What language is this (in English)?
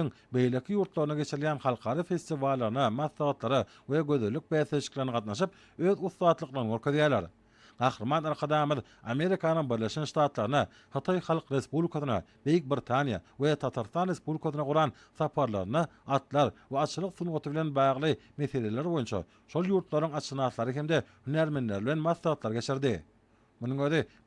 Turkmen